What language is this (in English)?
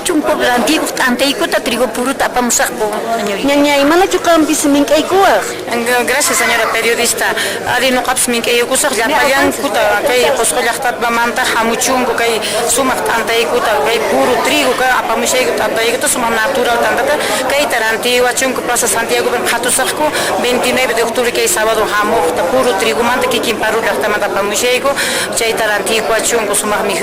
Quechua